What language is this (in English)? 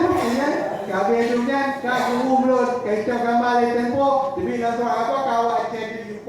Achinese